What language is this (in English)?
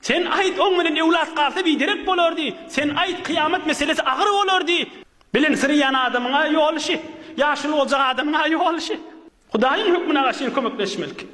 Turkmen